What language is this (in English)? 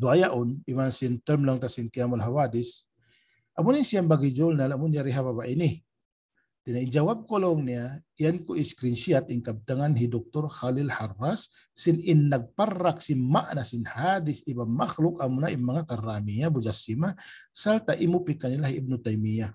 Tausug